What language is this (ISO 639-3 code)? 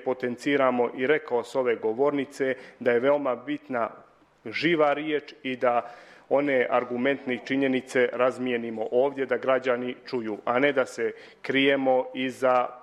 srp